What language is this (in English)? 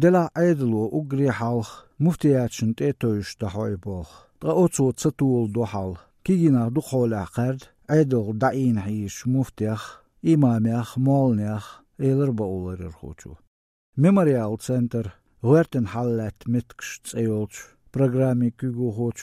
Chechen